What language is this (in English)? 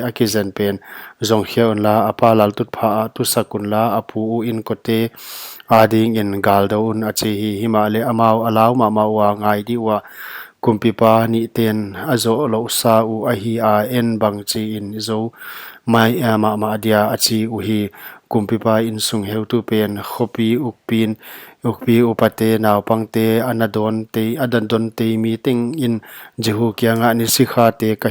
Paite Chin